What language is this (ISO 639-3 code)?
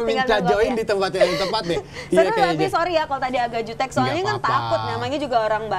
ind